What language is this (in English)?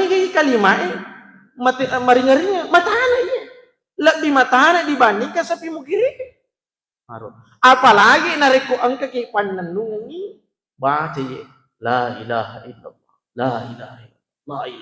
Buginese